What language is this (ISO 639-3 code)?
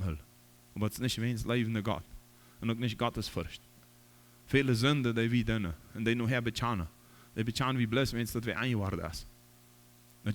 pdt